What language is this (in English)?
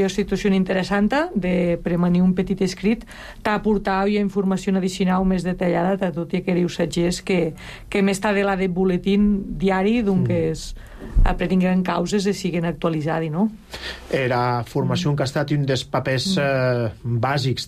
Catalan